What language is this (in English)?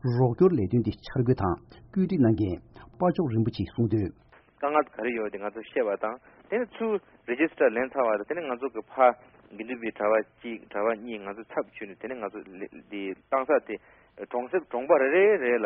Tibetan